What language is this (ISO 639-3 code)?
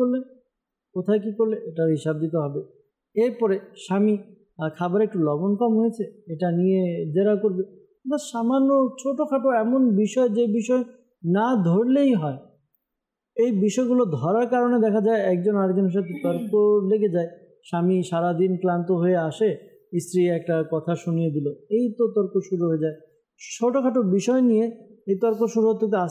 ben